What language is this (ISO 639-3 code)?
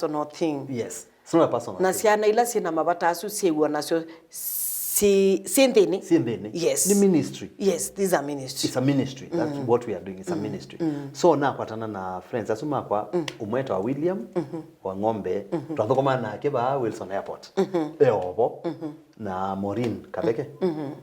kam